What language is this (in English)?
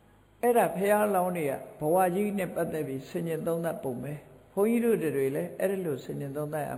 Burmese